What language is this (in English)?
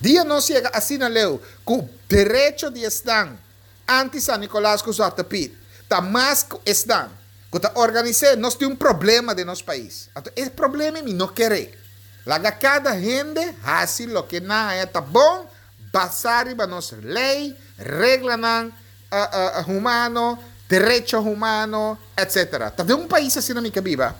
Papiamento